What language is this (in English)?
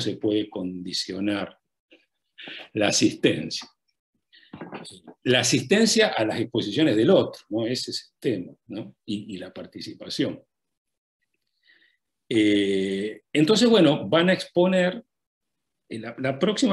Spanish